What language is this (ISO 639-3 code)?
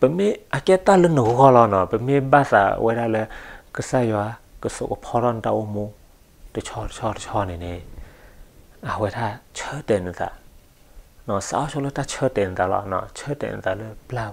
ksw